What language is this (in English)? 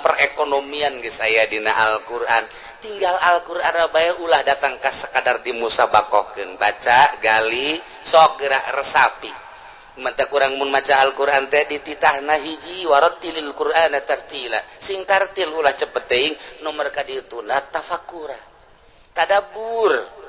Sundanese